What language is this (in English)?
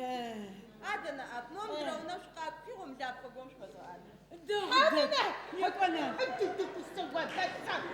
Adyghe